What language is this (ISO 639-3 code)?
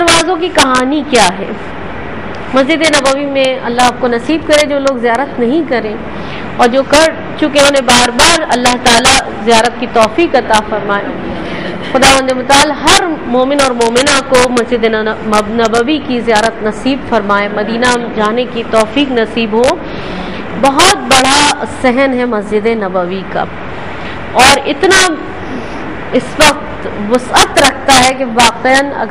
urd